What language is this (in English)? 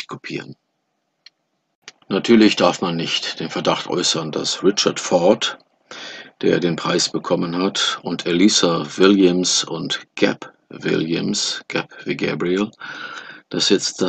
German